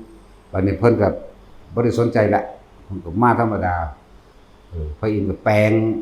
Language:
Northeastern Thai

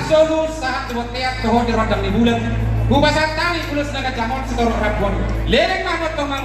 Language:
Batak Toba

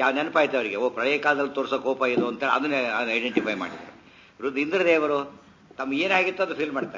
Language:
Kannada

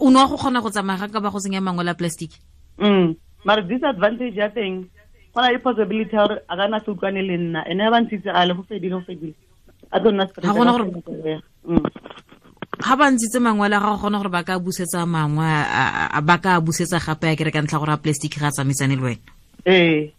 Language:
Tswana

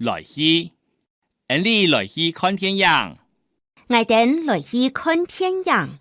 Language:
Hakka Chinese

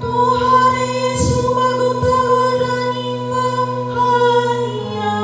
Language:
Nias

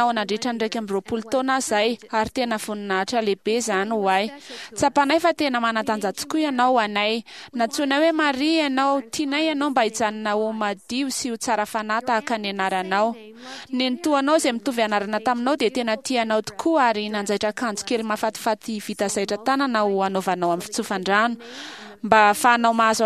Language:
Malagasy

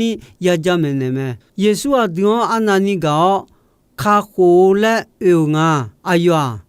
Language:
Akha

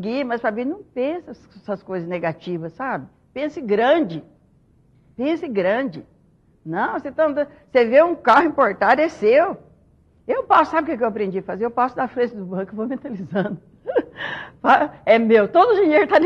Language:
Portuguese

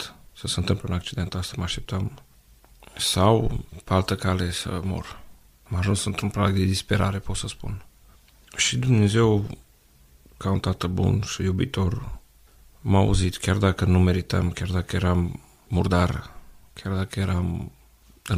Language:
Romanian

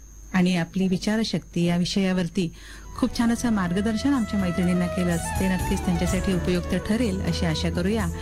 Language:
Marathi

